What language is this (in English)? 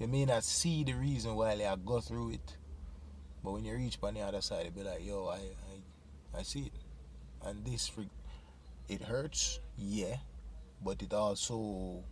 Jamaican Creole English